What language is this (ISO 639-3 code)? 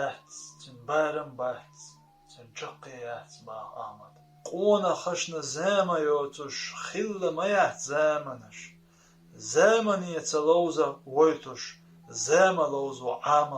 che